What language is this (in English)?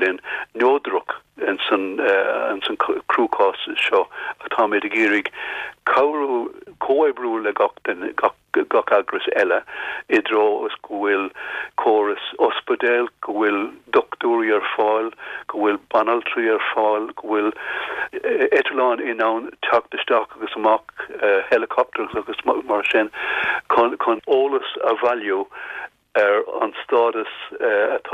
Irish